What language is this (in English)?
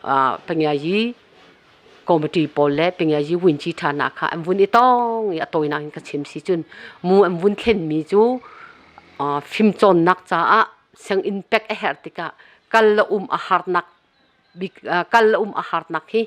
Hakha Chin